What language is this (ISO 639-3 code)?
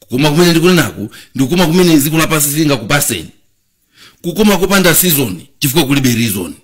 nya